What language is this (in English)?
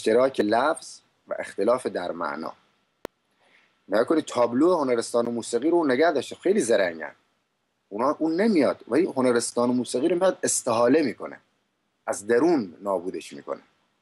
Persian